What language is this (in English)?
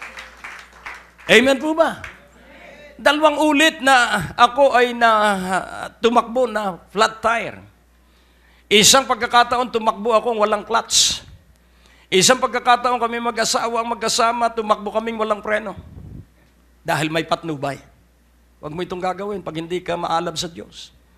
Filipino